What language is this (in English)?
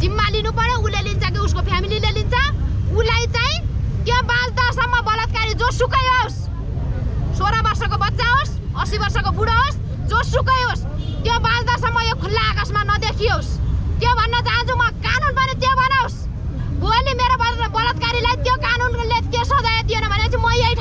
Nepali